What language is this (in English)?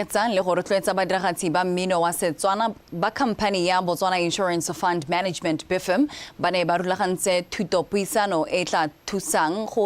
Tswana